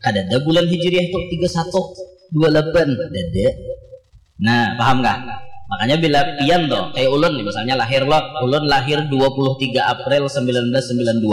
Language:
Banjar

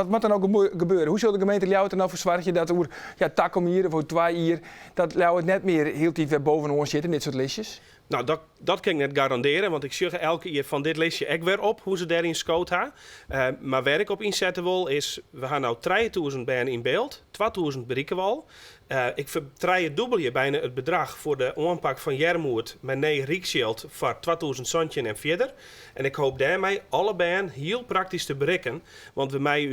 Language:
Western Frisian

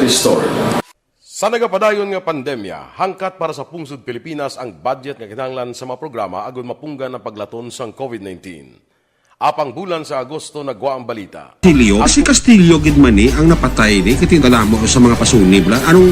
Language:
Hiligaynon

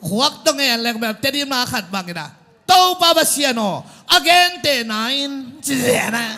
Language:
Tedim Chin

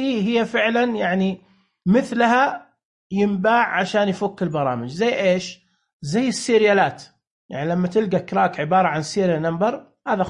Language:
Najdi Arabic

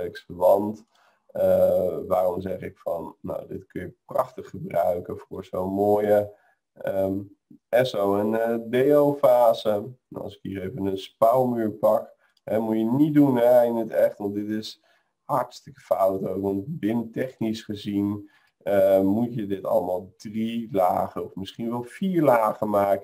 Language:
Dutch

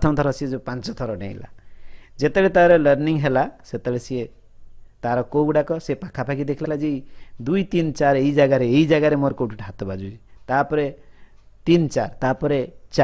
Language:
Odia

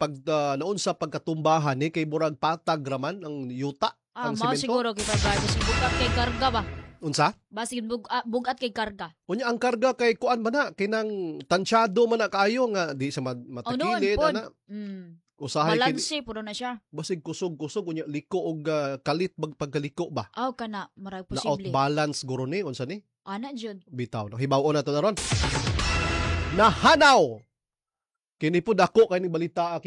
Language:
Cebuano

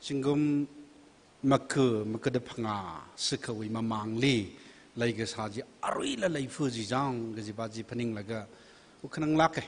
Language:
Tangkhul Naga (India)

